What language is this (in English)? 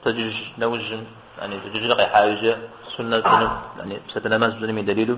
Kabardian